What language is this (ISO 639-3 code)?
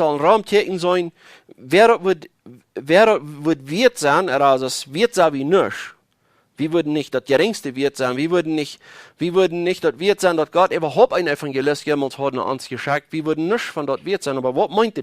pdt